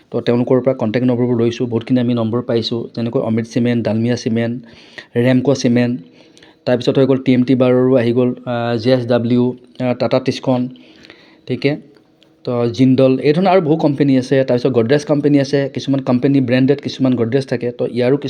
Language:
Assamese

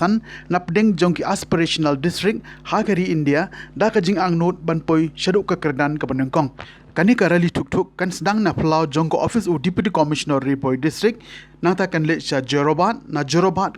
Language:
Khasi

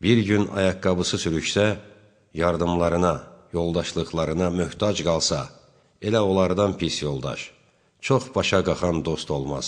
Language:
Azerbaijani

